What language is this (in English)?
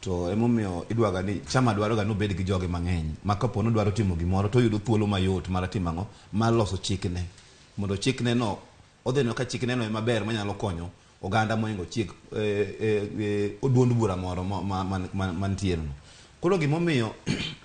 Luo (Kenya and Tanzania)